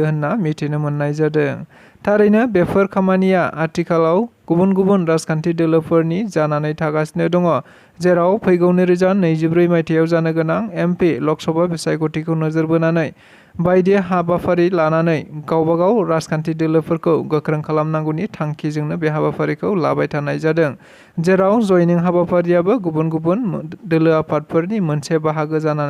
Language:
Bodo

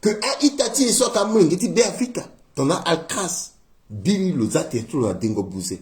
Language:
Sango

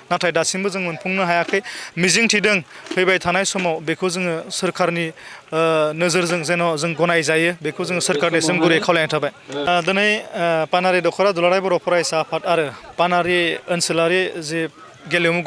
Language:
Bodo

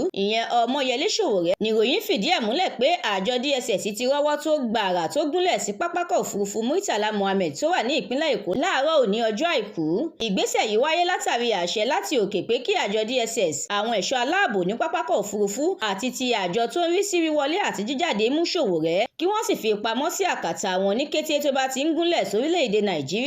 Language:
Yoruba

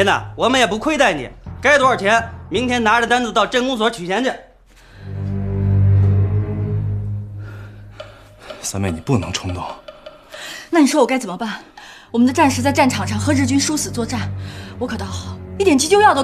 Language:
Chinese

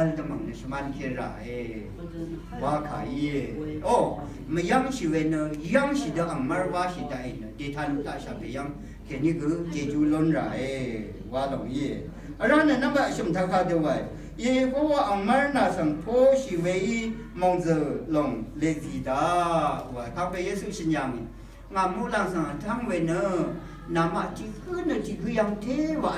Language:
Rawang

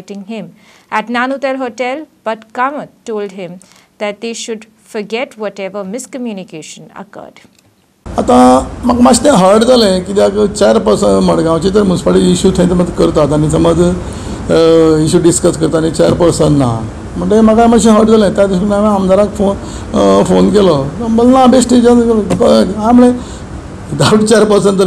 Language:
Konkani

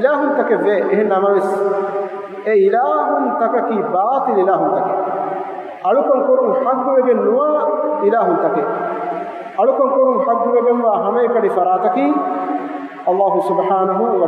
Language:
Divehi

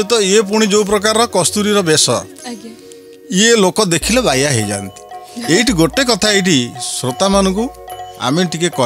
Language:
Odia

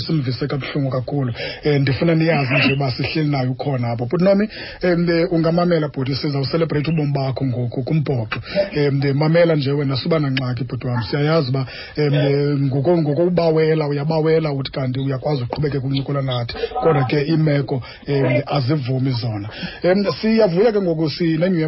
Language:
Xhosa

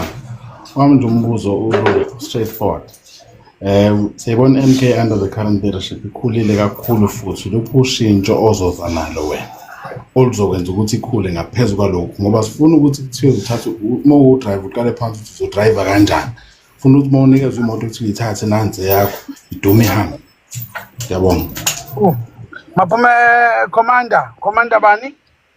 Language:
Zulu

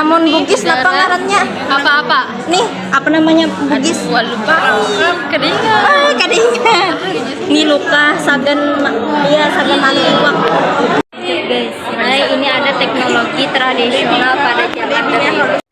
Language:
Banjar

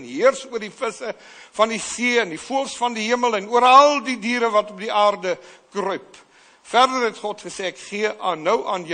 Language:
Afrikaans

